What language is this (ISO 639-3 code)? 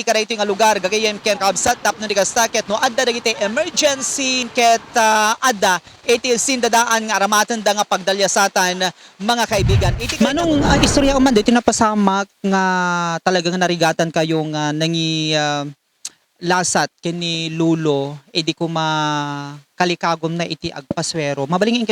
ilo